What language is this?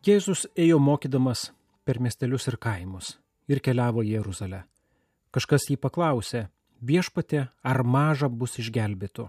Lithuanian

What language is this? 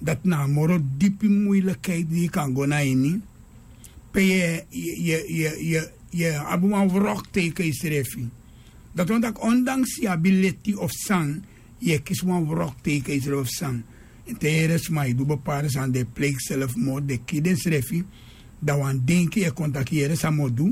Sranan Tongo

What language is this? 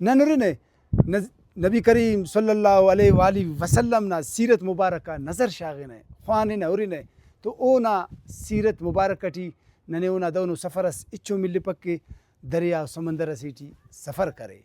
Brahui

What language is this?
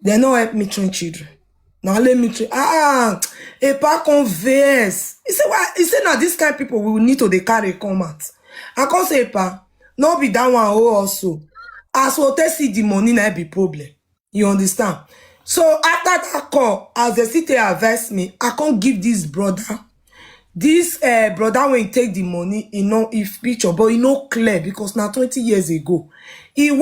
Nigerian Pidgin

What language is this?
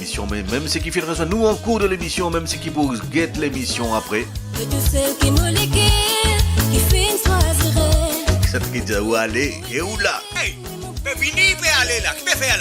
Morisyen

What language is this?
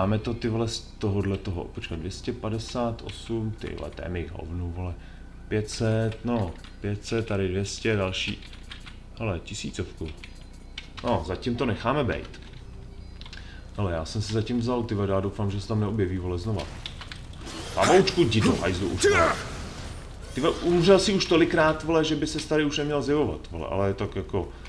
Czech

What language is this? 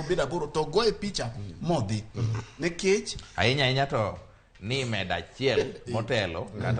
Luo (Kenya and Tanzania)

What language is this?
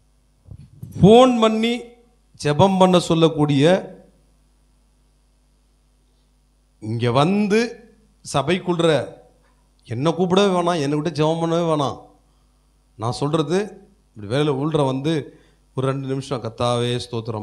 Tamil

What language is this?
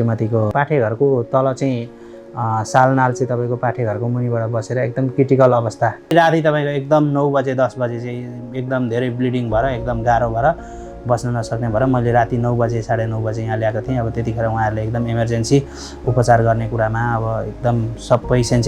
Nepali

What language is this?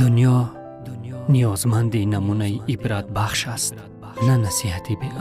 Tajik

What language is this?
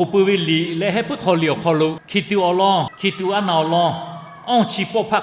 Lahu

